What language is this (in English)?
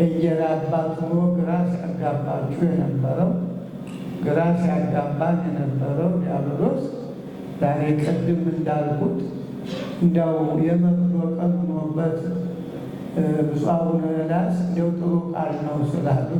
Amharic